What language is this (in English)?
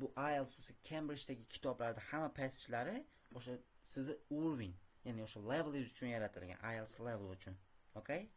Uzbek